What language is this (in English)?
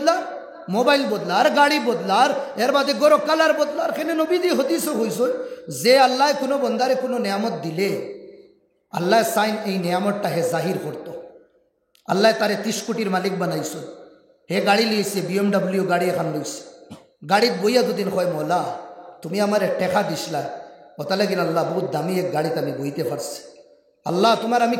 Sylheti